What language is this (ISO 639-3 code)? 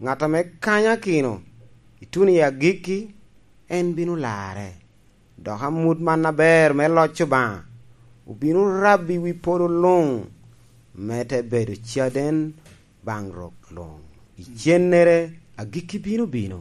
laj